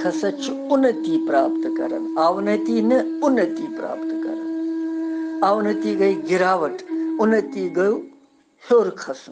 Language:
Kashmiri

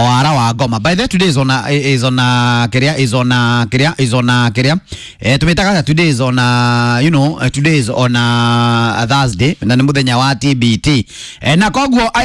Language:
Kikuyu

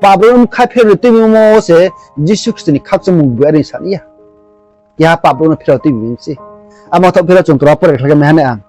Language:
Riang (India)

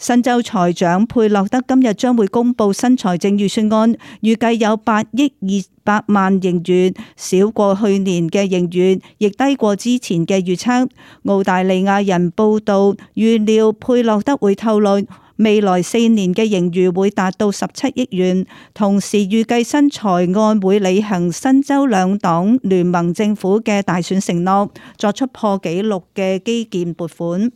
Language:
Cantonese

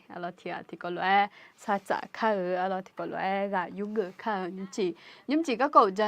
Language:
Akha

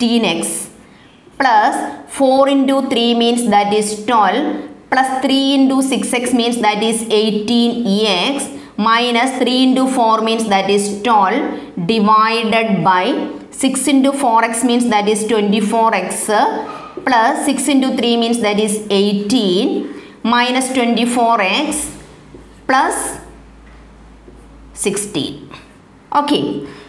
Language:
Malayalam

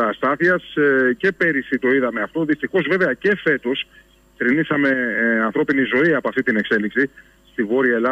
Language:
Greek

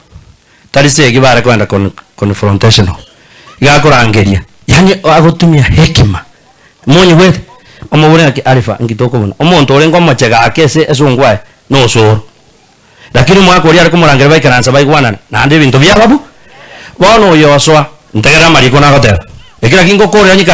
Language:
Gusii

